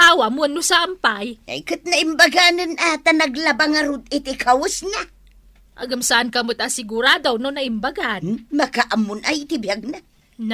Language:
Iloko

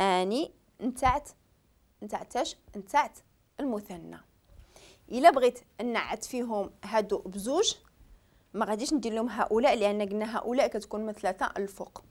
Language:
Moroccan Arabic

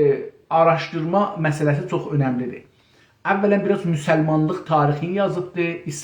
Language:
South Azerbaijani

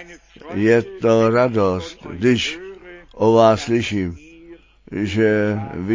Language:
Czech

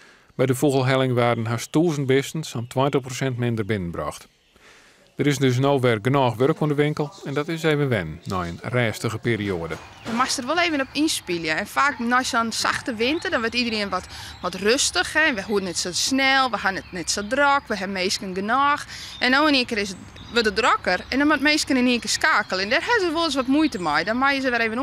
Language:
Western Frisian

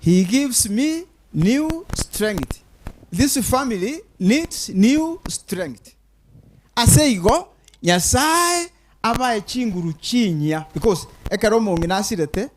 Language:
Gusii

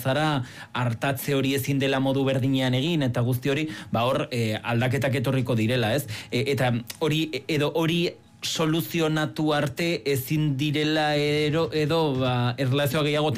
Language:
Basque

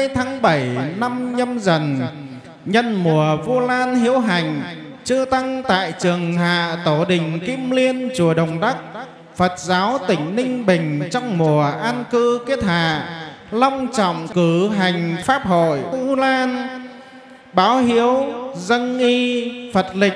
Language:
Vietnamese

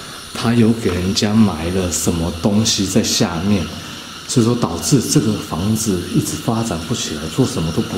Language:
Chinese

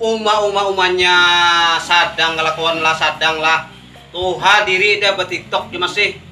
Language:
Banjar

